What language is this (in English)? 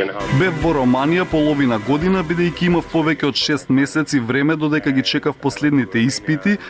Macedonian